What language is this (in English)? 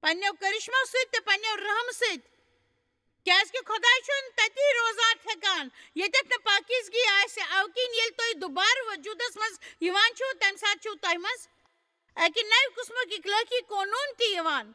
Kashmiri